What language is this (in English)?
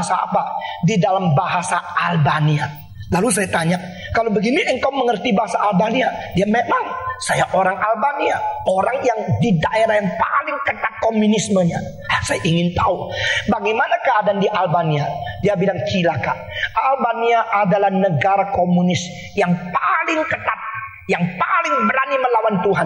Indonesian